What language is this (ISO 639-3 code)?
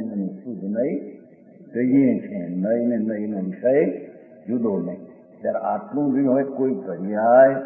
guj